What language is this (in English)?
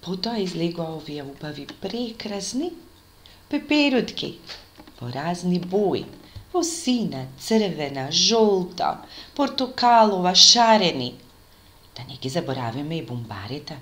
Macedonian